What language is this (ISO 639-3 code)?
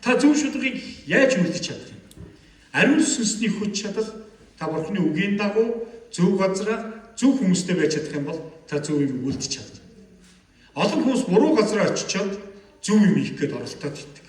mon